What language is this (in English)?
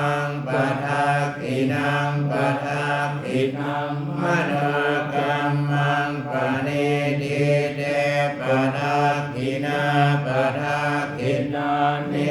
Pali